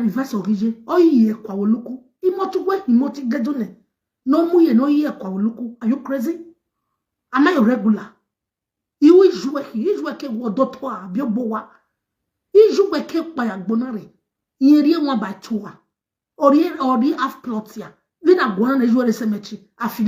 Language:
Nigerian Pidgin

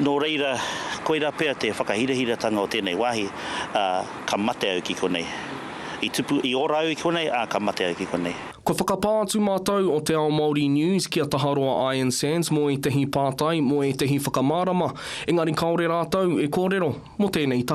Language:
Māori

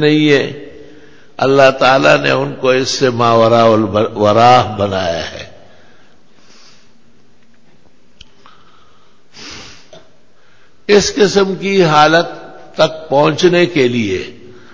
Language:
Urdu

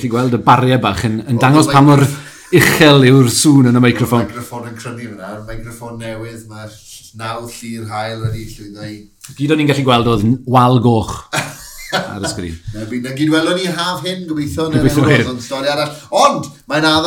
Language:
Welsh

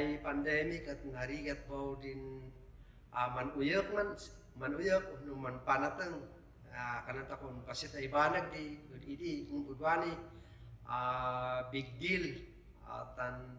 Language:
Kankanaey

